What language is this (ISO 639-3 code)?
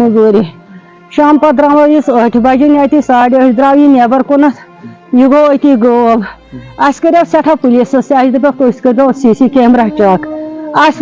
kas